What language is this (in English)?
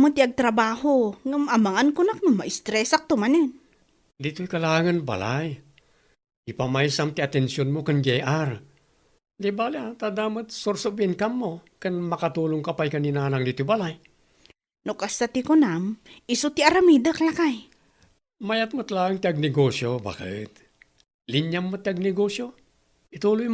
Iloko